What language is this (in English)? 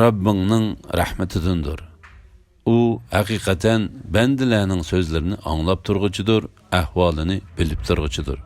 Uyghur